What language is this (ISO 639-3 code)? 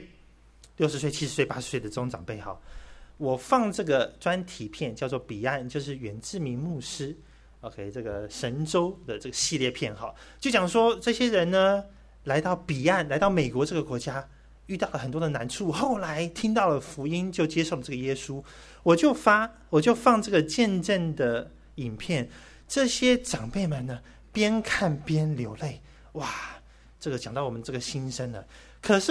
zho